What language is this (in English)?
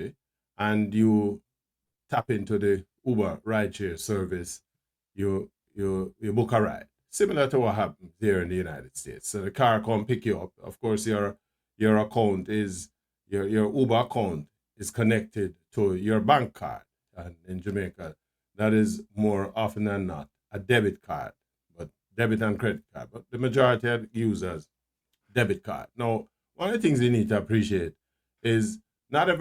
Jamaican Creole English